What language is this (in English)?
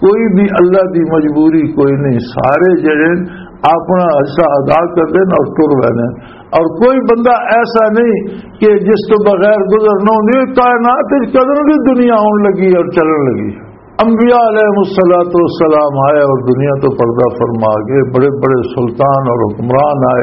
Western Panjabi